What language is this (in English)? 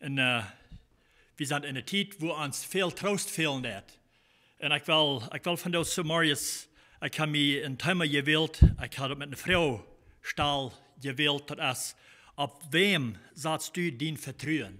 Plautdietsch